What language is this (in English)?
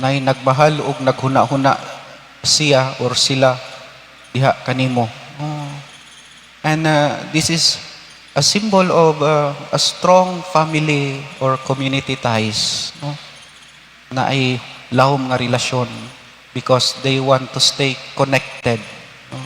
Cebuano